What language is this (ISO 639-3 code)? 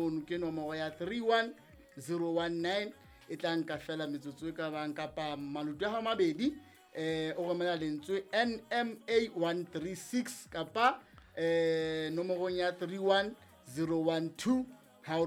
sot